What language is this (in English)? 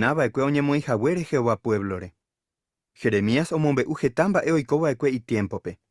Guarani